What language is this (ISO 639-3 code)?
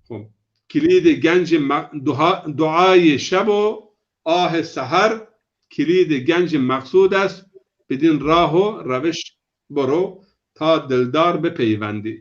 zza